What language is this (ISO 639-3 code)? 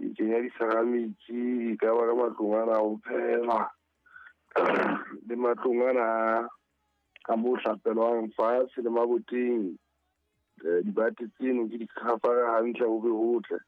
sot